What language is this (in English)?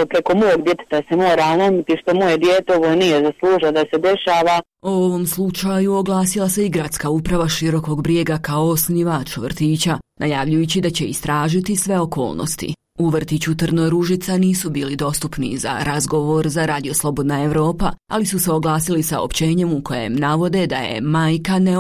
Bosnian